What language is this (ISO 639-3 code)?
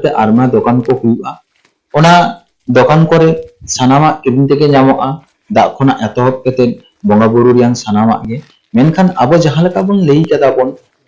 sat